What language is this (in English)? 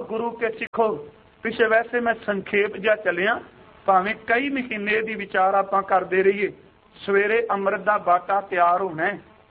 Punjabi